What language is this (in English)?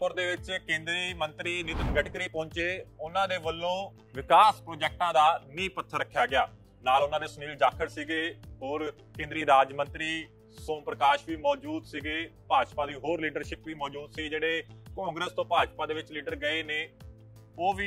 Punjabi